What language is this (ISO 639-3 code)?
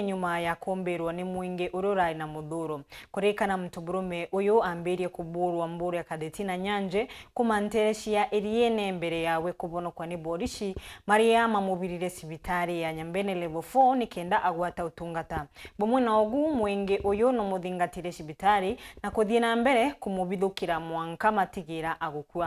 mer